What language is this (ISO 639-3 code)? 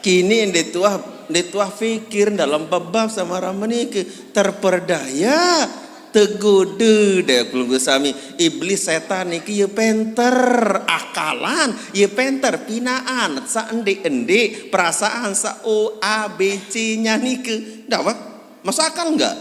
sas